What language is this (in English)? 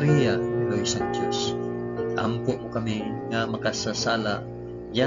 Hiligaynon